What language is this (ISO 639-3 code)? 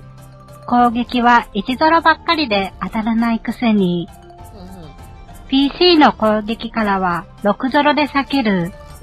jpn